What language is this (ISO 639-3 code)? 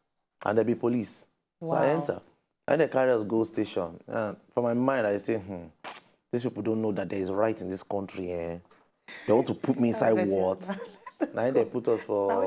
pcm